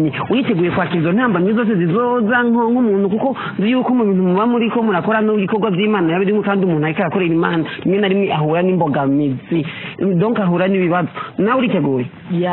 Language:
Rundi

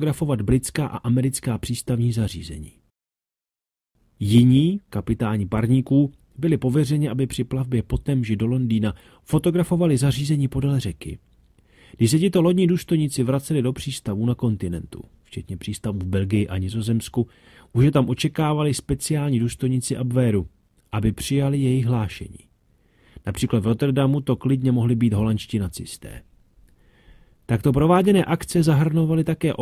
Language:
Czech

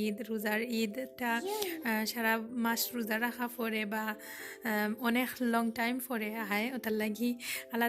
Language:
Sylheti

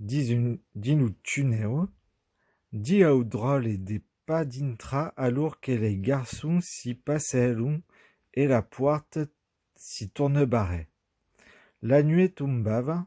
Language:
Occitan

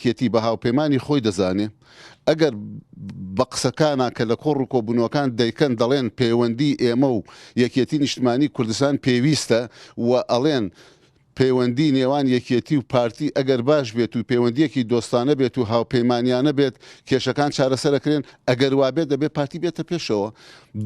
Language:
Central Kurdish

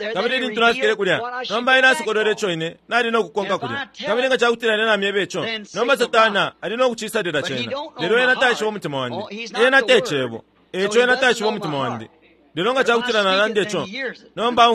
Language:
Bemba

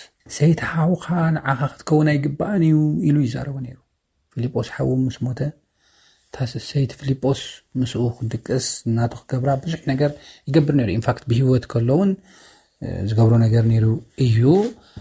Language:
Tigrinya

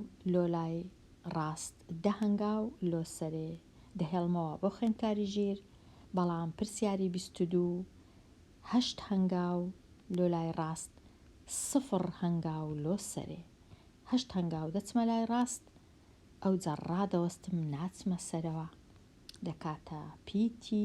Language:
Central Kurdish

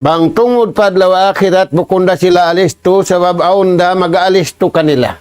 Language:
Tausug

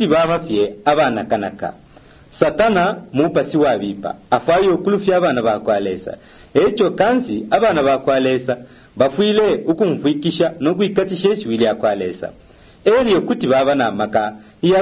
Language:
Bemba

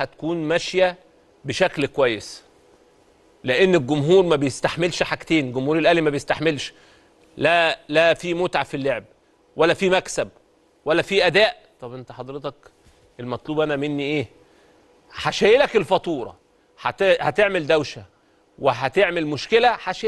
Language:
Egyptian Arabic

